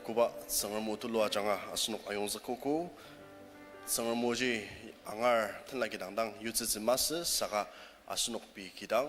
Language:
Ao Naga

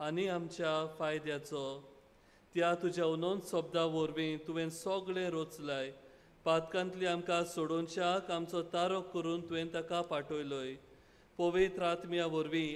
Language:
Konkani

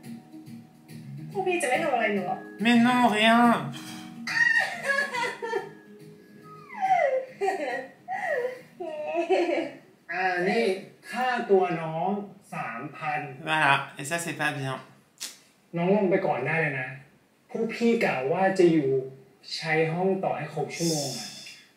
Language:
French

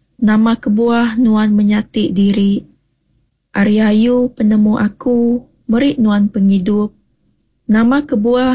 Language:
Iban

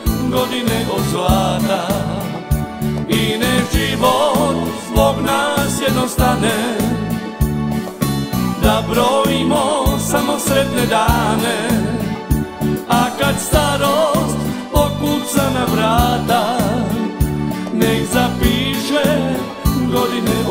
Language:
Croatian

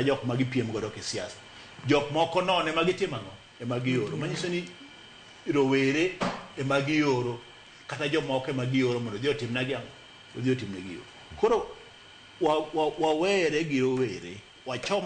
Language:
Luo (Kenya and Tanzania)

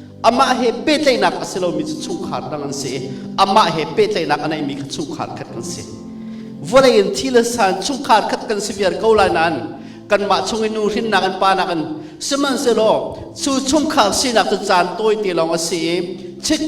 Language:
Hakha Chin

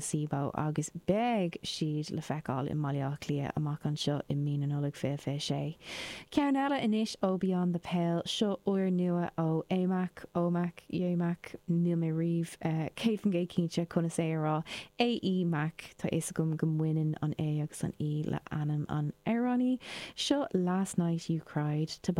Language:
Irish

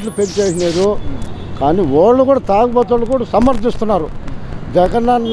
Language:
Telugu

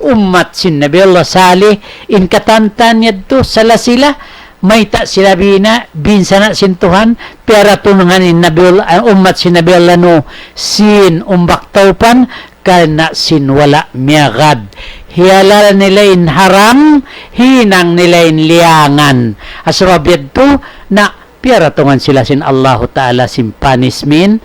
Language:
Tausug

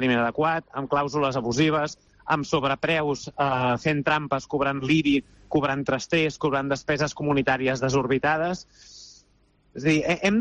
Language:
Catalan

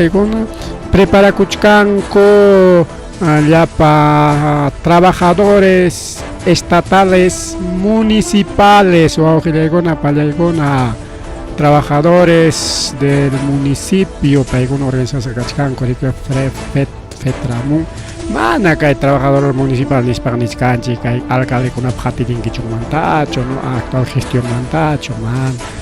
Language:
Ayacucho Quechua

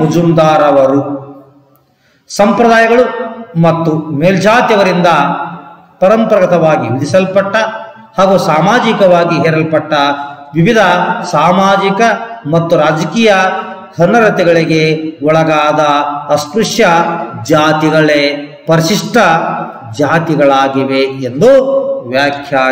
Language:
Kannada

